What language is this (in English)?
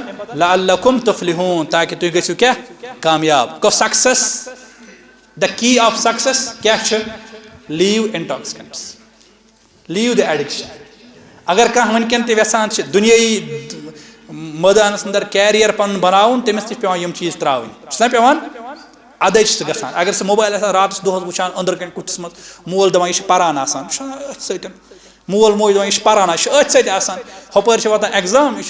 Kashmiri